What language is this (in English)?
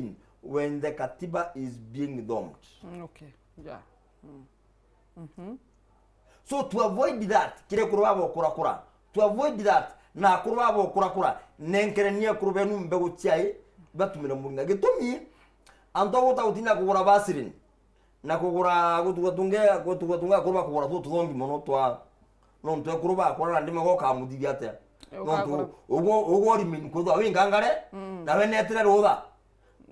Meru